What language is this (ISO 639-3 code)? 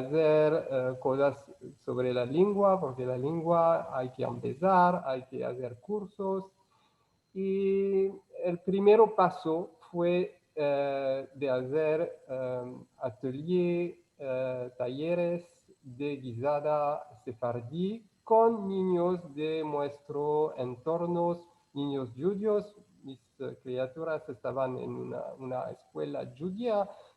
lad